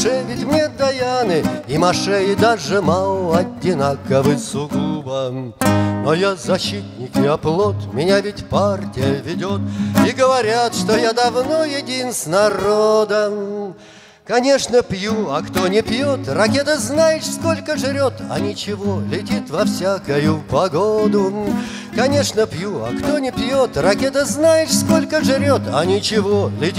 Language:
Russian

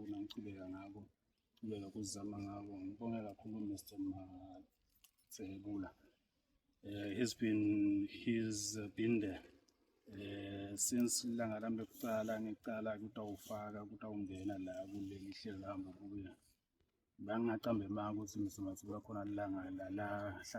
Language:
Zulu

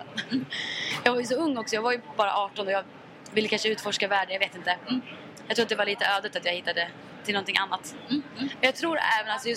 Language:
Swedish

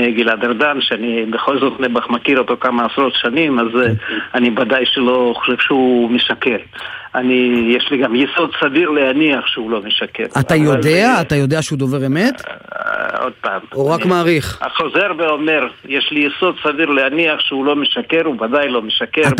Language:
Hebrew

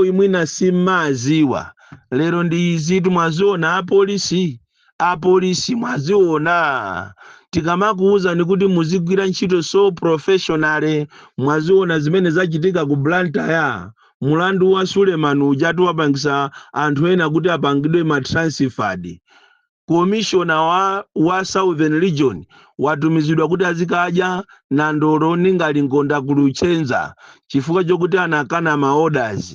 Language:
Nyanja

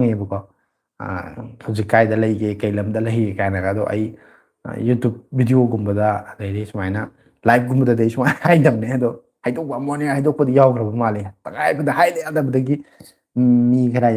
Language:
Manipuri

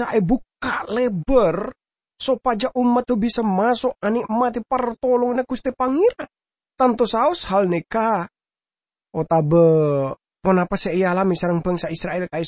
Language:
Madurese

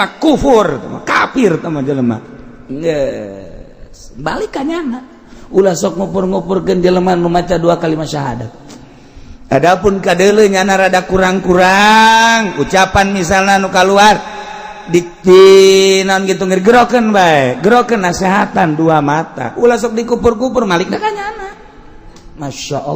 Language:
Sundanese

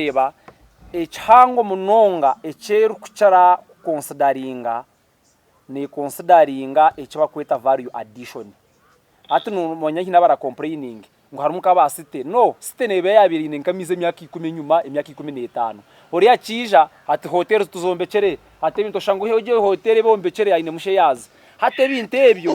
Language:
Nyankole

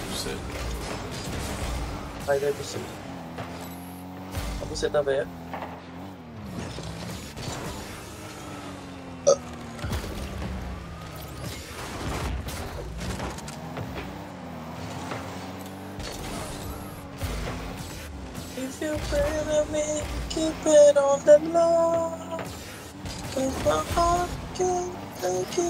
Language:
Portuguese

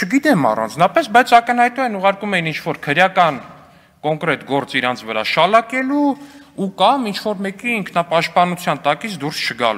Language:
Armenian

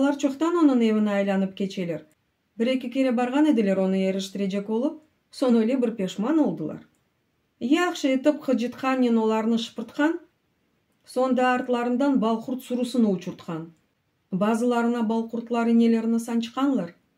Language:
Crimean Tatar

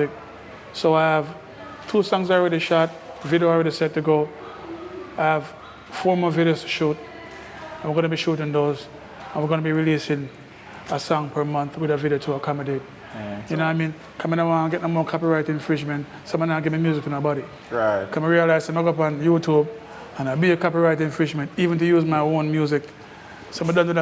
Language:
Jamaican Creole English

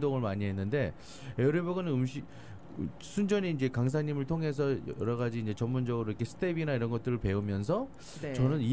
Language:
Korean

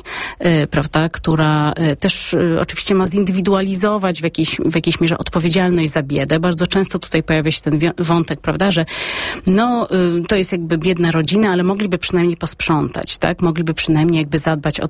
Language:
Polish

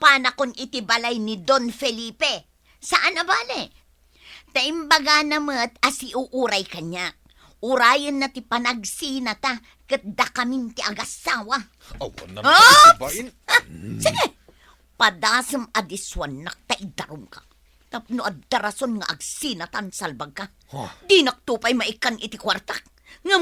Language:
Iloko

